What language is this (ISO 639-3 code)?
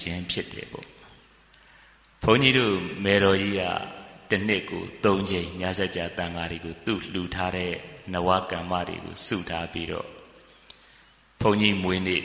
mya